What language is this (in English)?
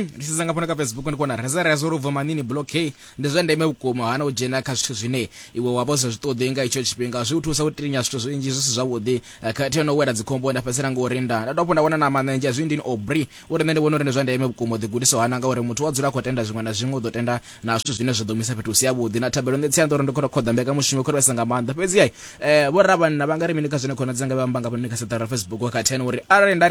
Venda